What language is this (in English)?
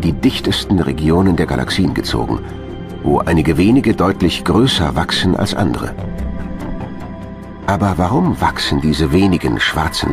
German